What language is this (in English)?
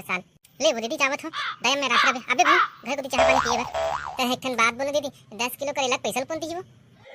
Chhattisgarhi